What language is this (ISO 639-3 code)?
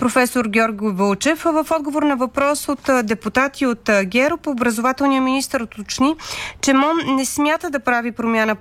bul